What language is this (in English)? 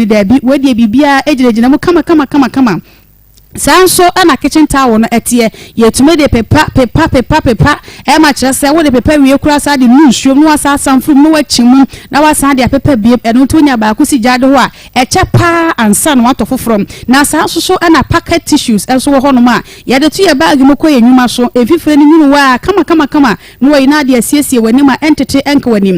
Akan